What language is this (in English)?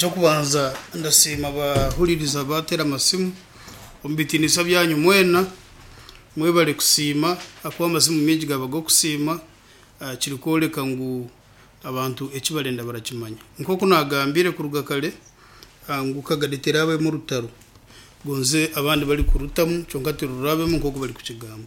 Nyankole